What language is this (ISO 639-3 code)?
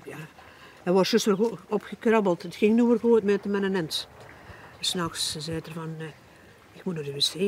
lim